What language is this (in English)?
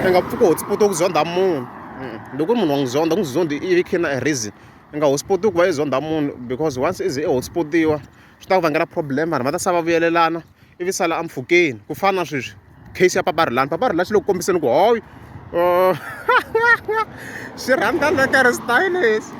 Tsonga